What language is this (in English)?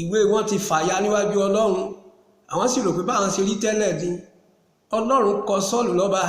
Yoruba